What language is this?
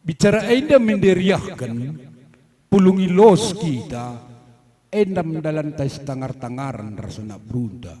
Batak Karo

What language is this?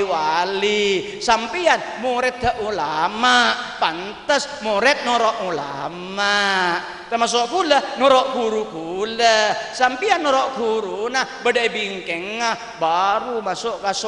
Madurese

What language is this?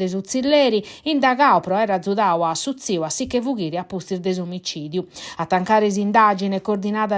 Sardinian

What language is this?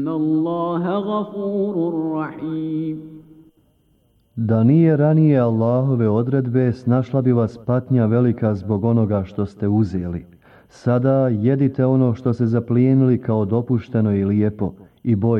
Bosnian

